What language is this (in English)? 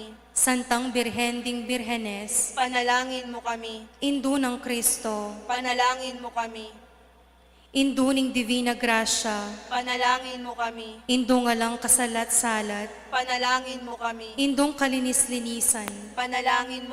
Pampanga